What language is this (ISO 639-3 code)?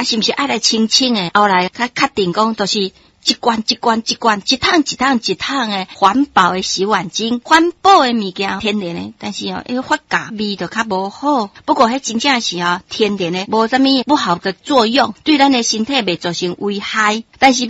nan